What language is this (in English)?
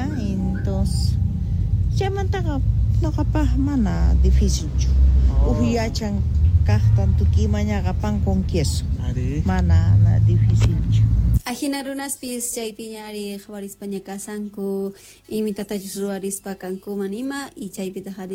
Quechua